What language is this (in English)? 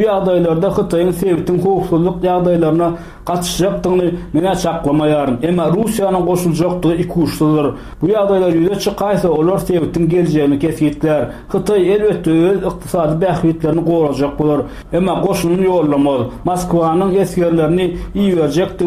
Turkmen